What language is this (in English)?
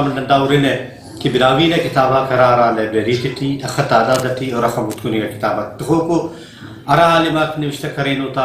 Brahui